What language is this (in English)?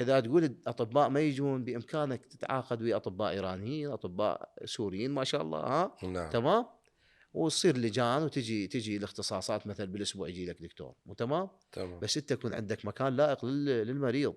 Mesopotamian Arabic